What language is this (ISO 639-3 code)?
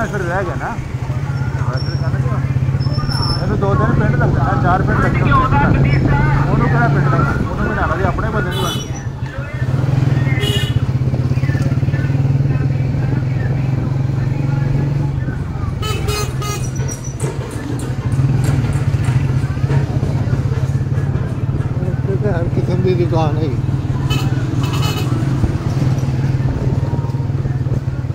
hin